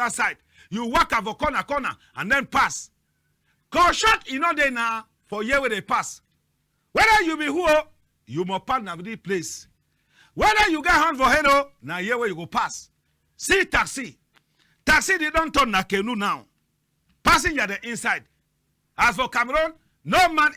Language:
Cameroon Pidgin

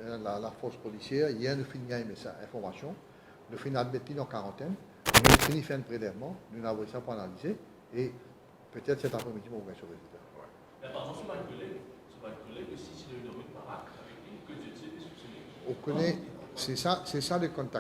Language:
Morisyen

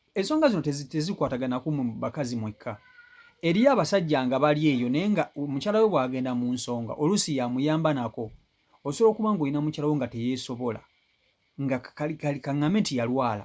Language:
Ganda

